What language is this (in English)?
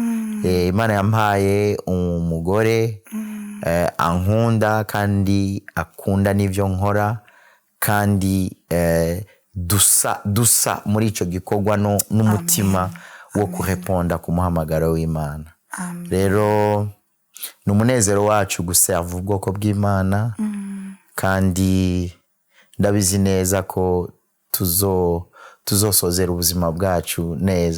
Rundi